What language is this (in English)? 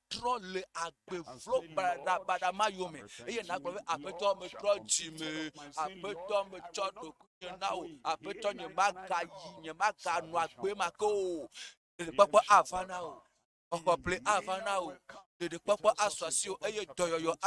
Ewe